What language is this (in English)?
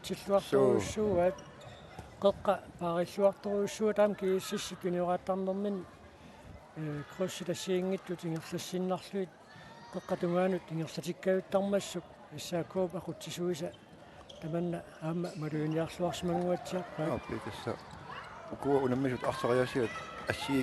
Kalaallisut